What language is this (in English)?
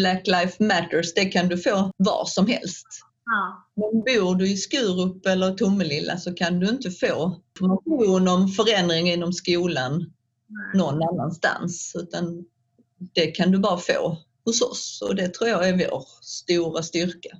Swedish